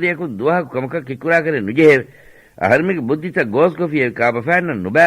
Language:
Divehi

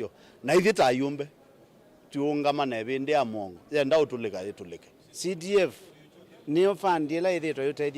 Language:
Kamba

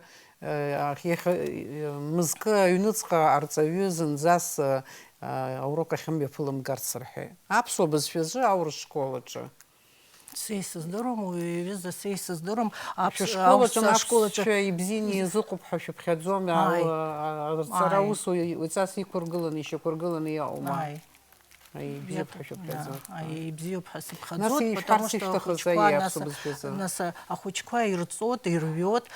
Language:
Abkhazian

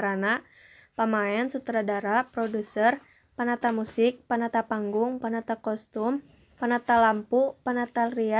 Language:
Sundanese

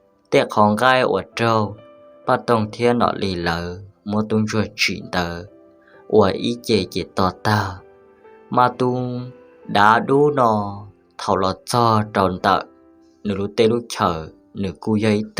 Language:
Hmong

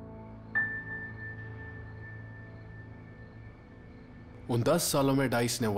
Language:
Hindi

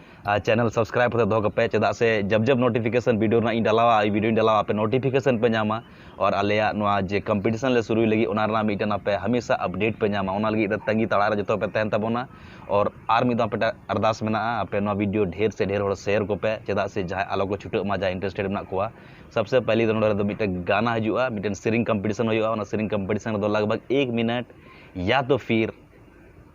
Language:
Santali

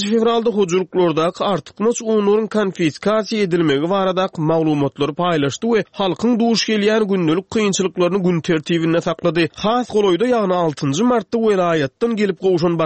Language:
Turkmen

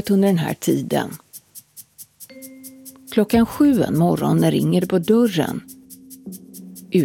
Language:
Swedish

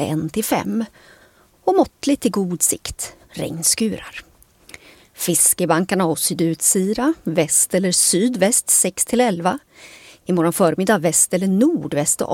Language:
Swedish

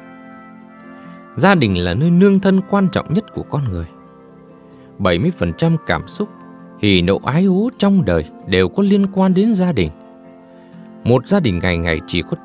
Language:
Vietnamese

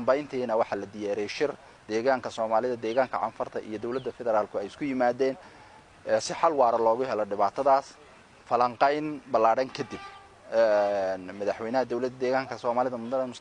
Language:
Somali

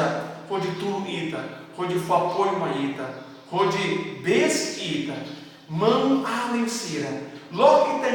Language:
Tetum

